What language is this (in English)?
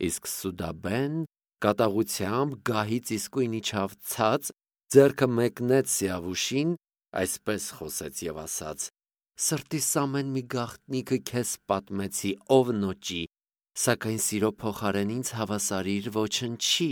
Armenian